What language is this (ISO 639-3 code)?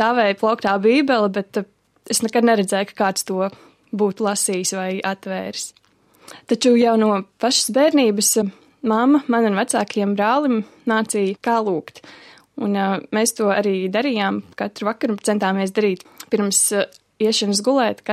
lav